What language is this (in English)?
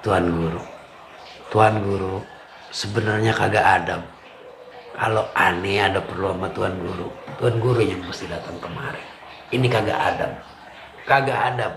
Betawi